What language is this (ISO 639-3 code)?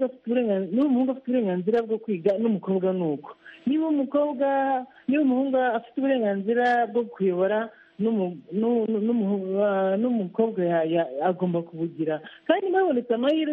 kin